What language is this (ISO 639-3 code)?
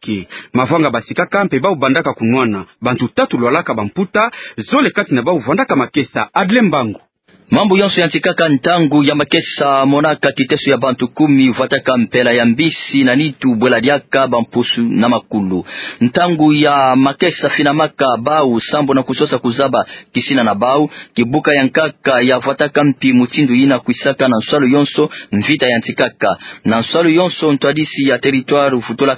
ktu